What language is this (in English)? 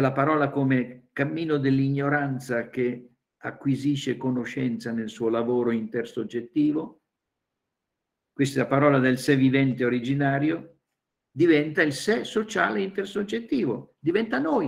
Italian